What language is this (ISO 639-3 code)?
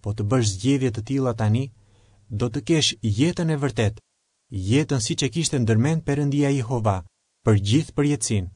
sqi